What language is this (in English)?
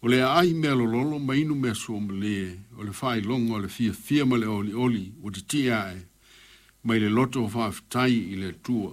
Samoan